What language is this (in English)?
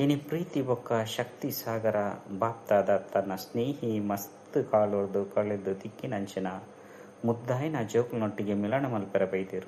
Tulu